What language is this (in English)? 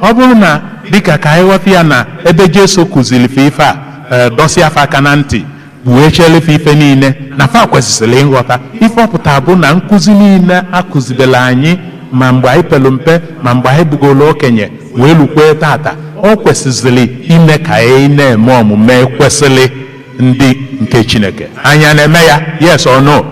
Igbo